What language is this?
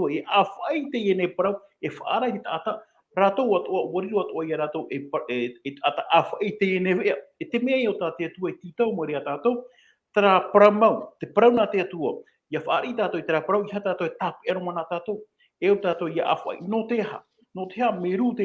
Tahitian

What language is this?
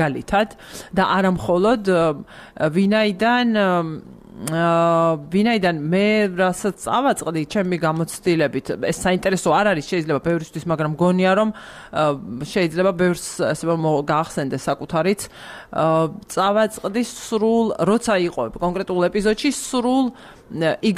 Georgian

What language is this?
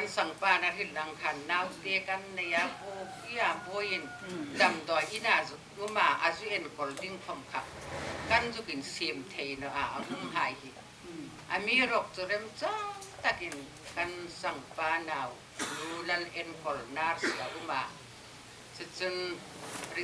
Hmar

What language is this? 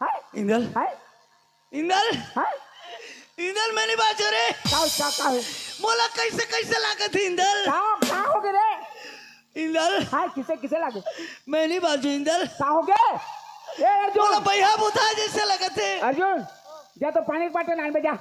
Chhattisgarhi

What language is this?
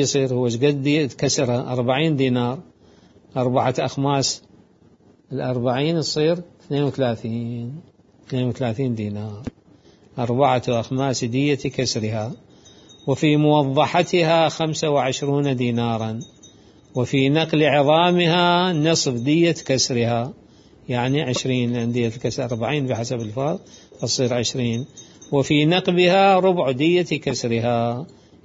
Mesopotamian Arabic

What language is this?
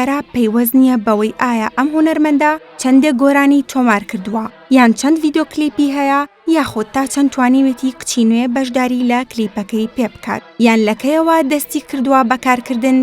Central Kurdish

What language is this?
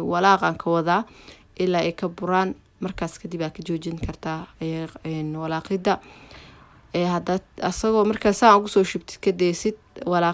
Somali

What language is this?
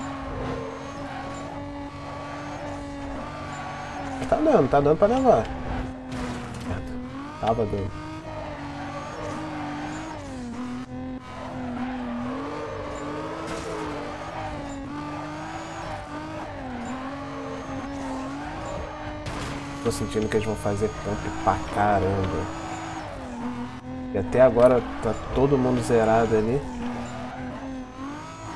Portuguese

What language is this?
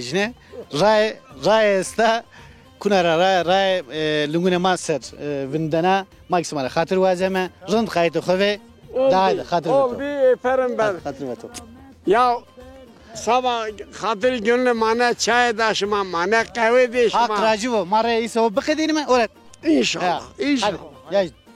Zaza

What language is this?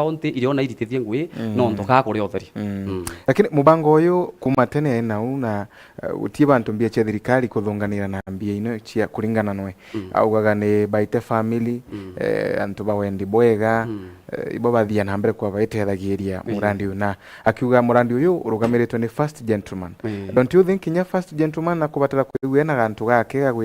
Meru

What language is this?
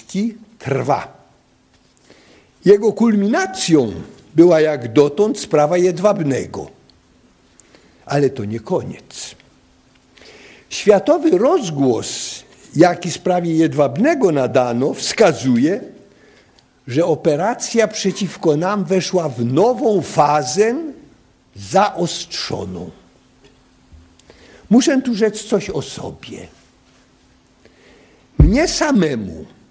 Polish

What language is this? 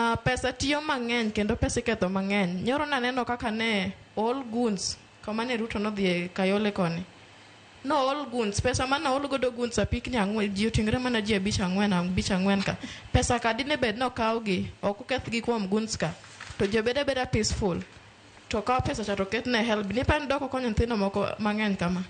Luo (Kenya and Tanzania)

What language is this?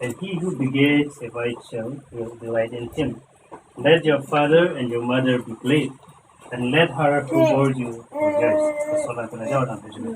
Karbi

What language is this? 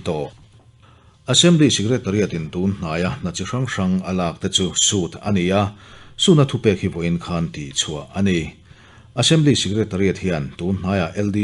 Mizo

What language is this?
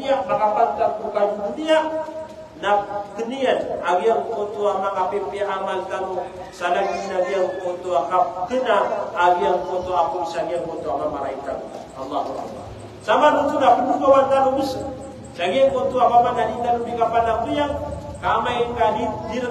Maranao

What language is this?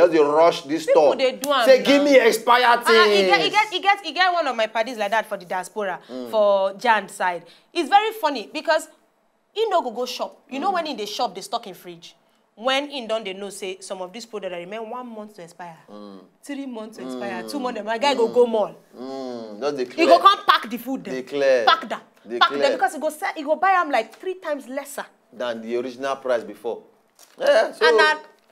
Nigerian Pidgin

